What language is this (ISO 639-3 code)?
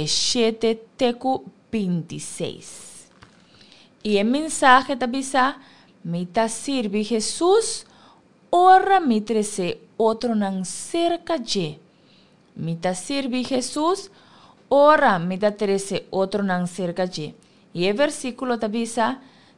pap